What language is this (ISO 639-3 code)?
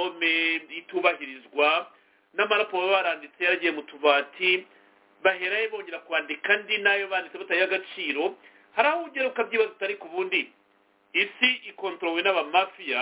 kin